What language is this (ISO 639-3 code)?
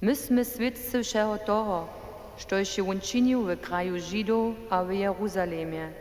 hsb